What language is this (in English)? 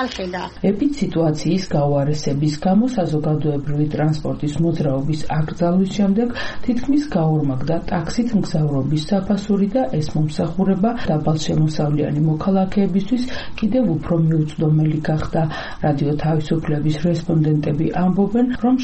Georgian